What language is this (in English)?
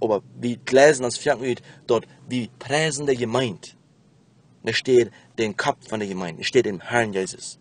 Plautdietsch